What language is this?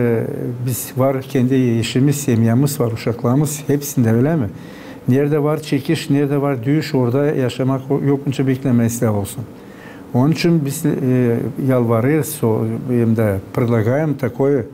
Gagauz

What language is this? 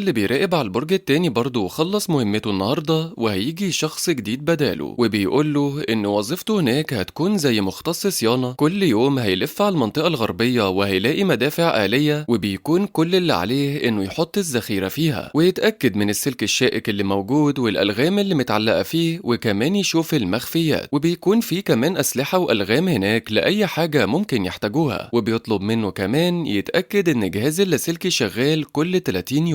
Egyptian Arabic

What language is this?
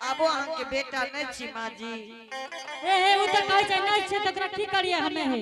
Angika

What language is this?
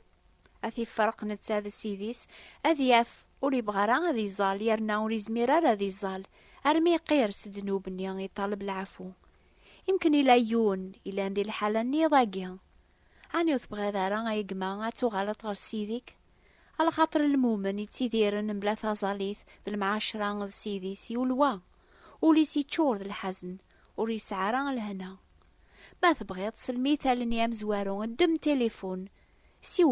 Kabyle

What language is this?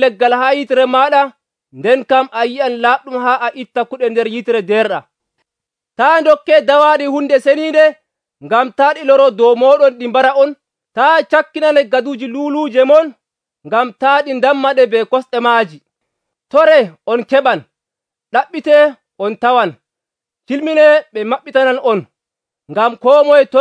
Nigerian Fulfulde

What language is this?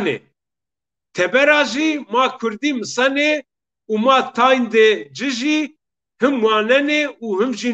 Zaza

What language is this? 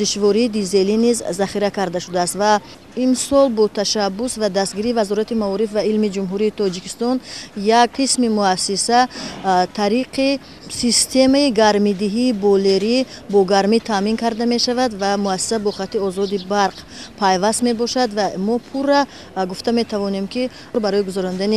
Tajik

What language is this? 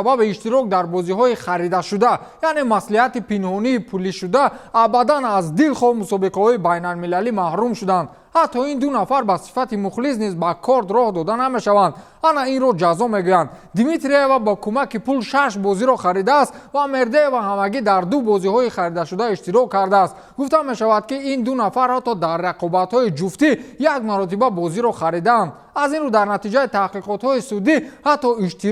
Tajik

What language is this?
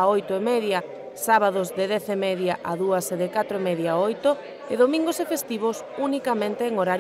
Galician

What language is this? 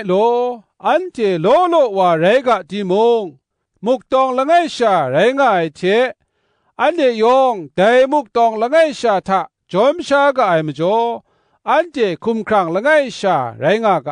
Kachin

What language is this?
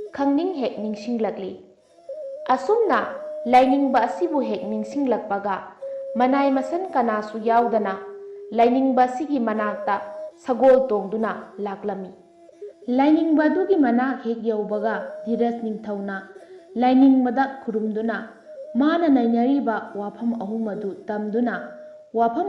Manipuri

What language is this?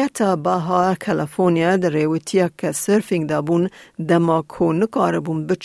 Kurdish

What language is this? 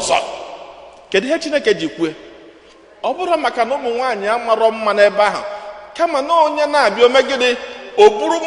Igbo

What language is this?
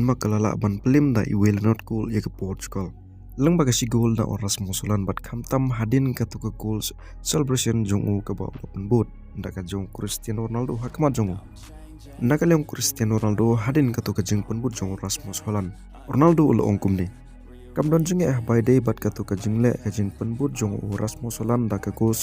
Khasi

